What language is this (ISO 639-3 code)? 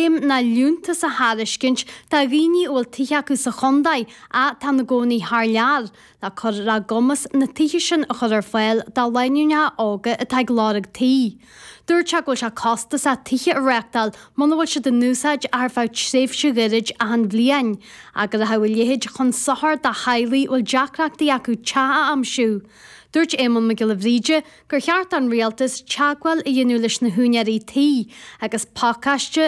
gle